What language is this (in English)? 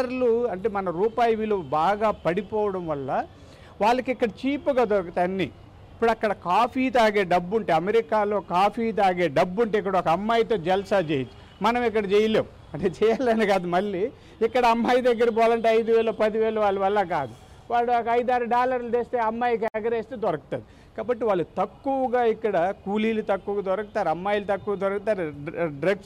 Telugu